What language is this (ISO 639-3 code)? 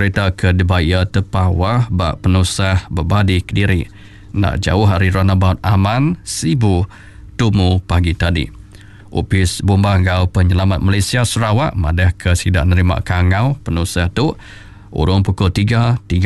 iba